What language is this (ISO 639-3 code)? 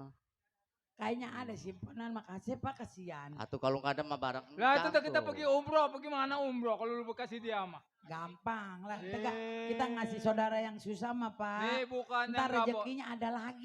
bew